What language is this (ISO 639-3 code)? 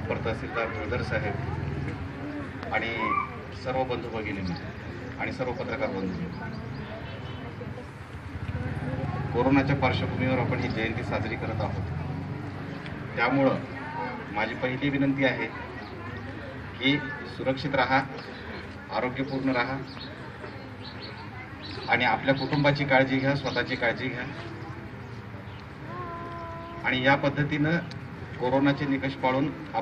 mar